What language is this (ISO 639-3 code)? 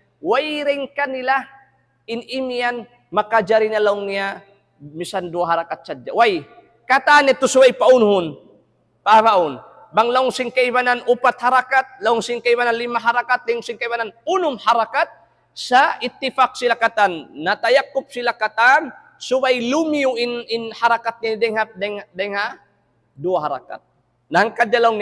tsg